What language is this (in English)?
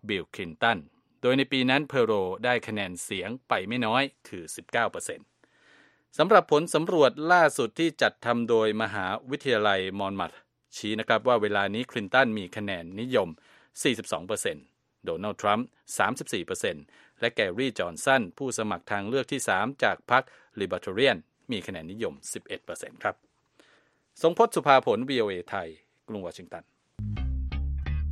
Thai